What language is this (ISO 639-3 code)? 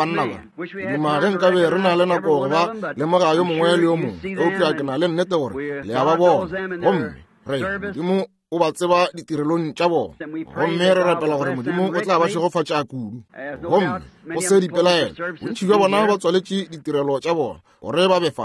nso